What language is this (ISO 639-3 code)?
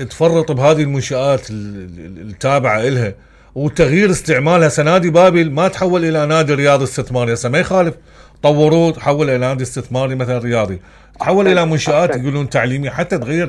acm